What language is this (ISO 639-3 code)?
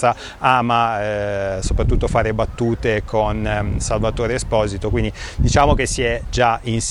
ita